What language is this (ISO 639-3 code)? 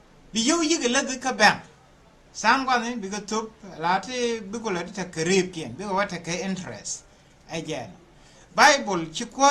nus